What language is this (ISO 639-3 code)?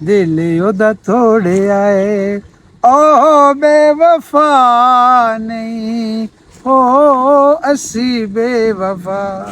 lah